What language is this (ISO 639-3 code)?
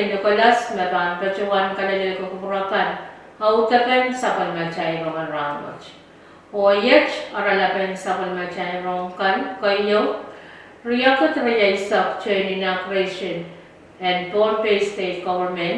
pon